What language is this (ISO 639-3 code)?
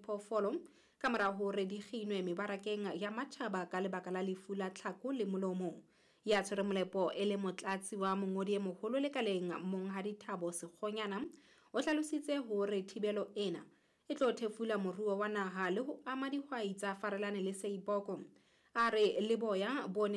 sot